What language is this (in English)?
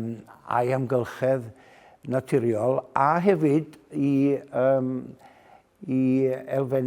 Welsh